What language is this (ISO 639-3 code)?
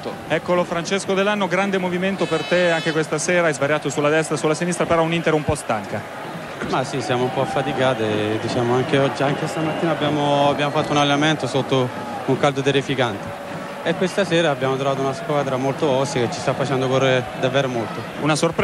ita